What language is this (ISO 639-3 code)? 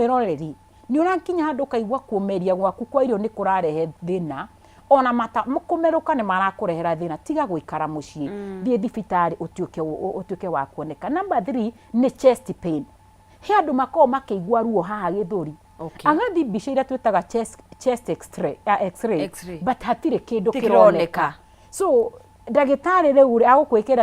kik